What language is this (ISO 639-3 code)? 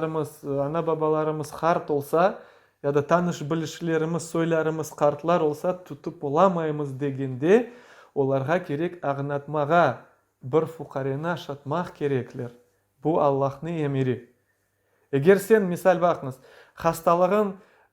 crh